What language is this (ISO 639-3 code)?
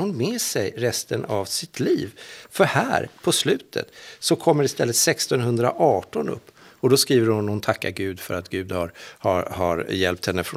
swe